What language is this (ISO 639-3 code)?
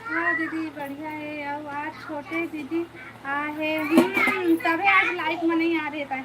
hne